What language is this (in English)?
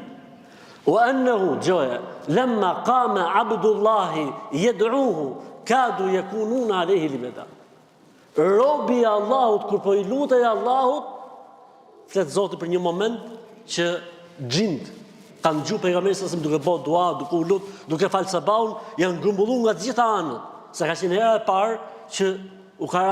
Albanian